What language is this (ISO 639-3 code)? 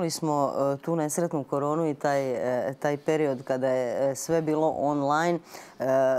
hrv